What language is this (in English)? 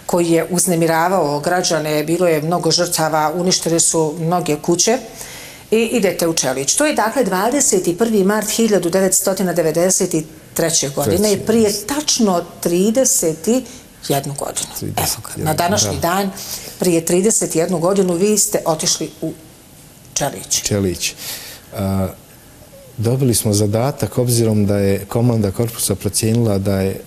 Bosnian